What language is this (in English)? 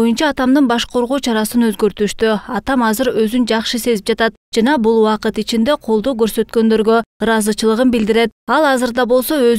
Kyrgyz